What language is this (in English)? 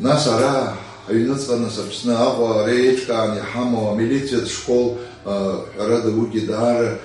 Abkhazian